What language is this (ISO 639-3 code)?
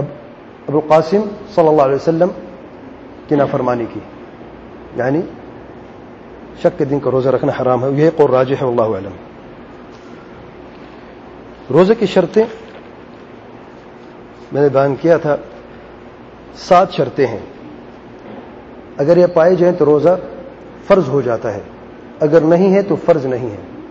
urd